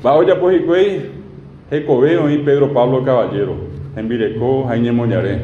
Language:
Guarani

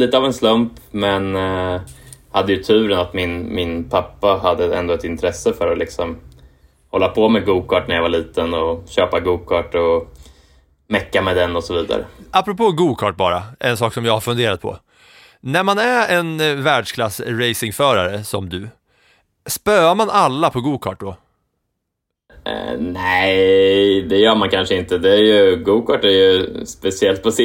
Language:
Swedish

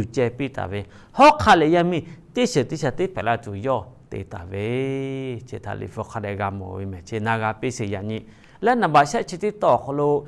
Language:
Lahu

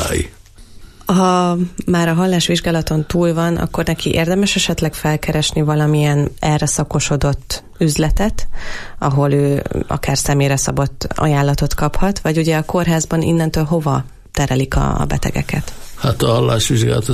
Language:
Hungarian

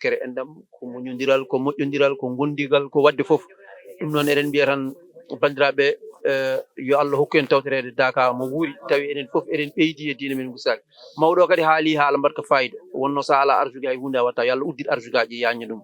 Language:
Fula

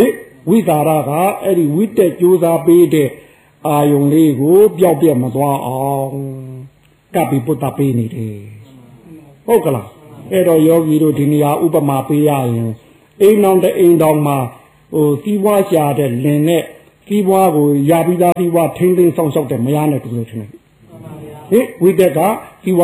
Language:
Burmese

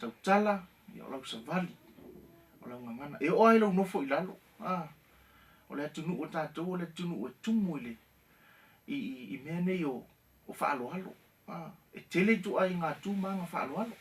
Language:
Samoan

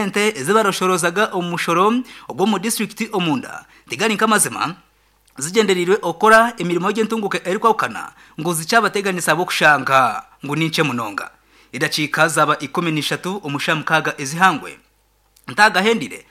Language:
Nyankole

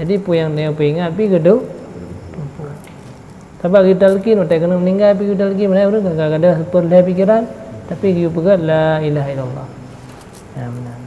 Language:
Achinese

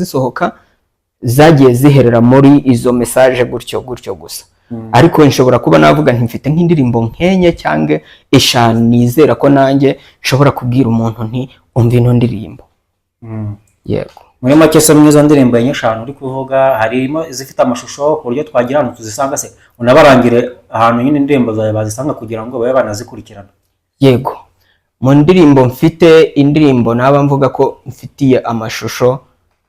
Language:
Kinyarwanda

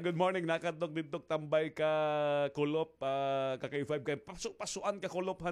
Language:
Waray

